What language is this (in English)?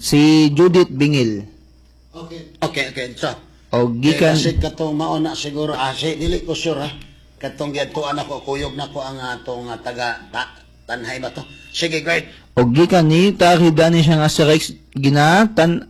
Cebuano